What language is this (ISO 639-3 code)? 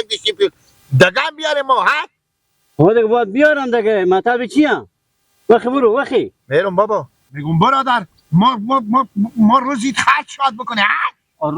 fas